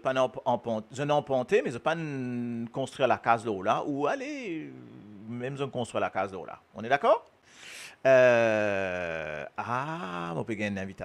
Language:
Morisyen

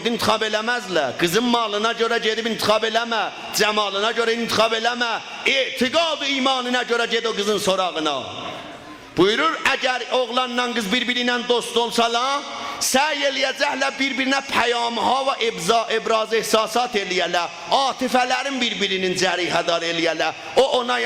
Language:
South Azerbaijani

